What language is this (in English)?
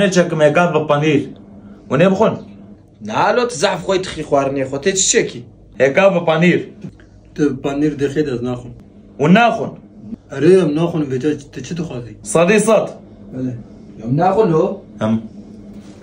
Kurdish